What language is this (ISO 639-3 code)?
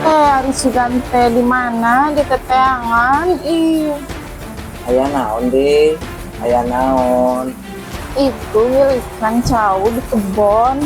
sun